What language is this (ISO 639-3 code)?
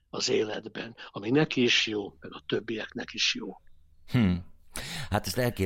hun